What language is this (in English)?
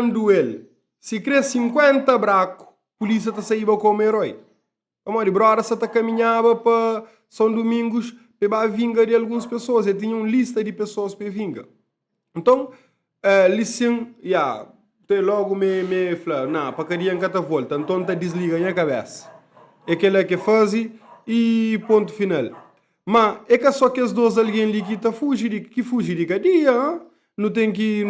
Kabuverdianu